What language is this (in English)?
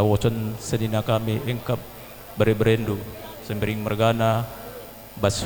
Batak Karo